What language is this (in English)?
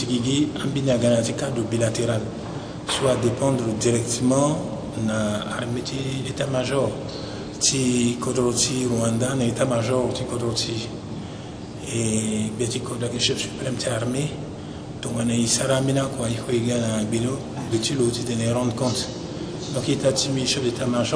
Sango